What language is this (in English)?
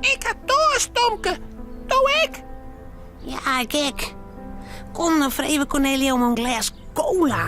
Western Frisian